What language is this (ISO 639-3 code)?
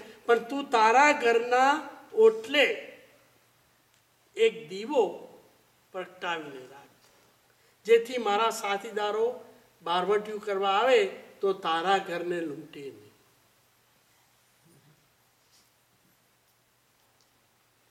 guj